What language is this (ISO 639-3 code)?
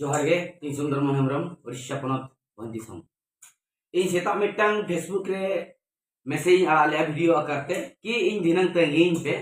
sat